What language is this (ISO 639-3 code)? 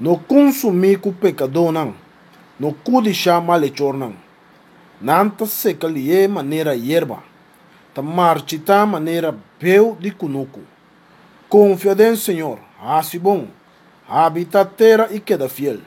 pap